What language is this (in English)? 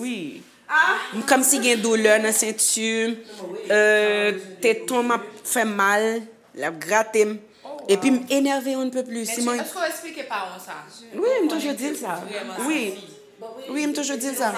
Haitian Creole